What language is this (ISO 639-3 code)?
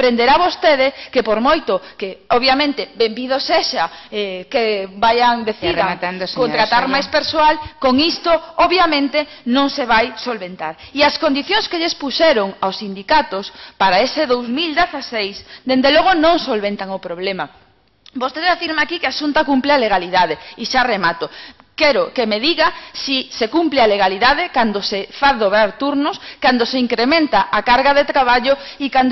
glg